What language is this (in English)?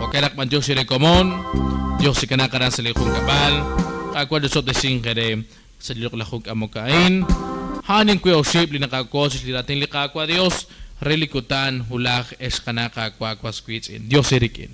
Kekchí